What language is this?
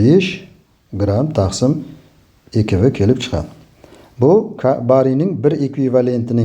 Uzbek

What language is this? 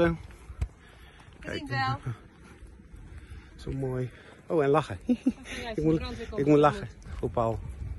Dutch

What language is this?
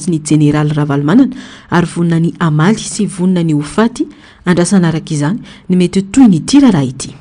Malagasy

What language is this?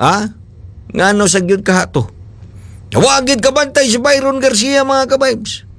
Cebuano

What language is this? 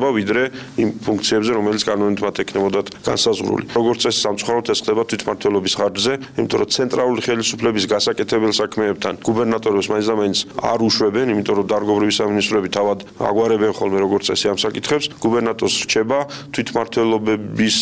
Georgian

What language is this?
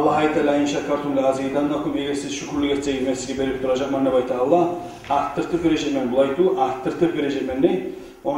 Kumyk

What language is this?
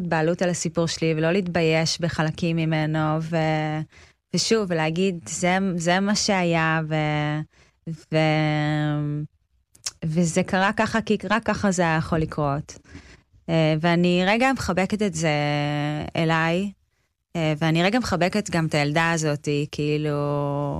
Hebrew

